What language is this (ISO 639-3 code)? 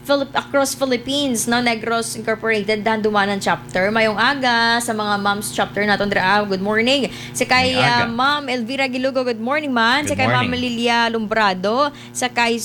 hil